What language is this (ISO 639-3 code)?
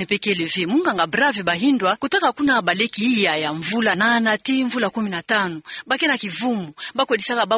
ktu